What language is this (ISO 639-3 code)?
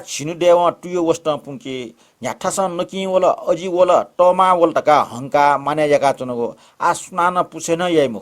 new